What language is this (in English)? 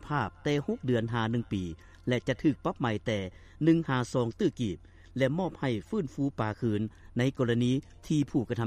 Lao